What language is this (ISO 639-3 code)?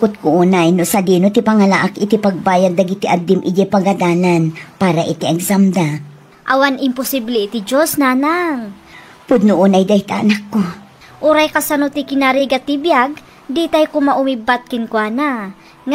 ilo